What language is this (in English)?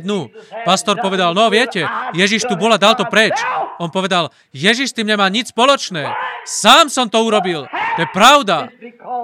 Slovak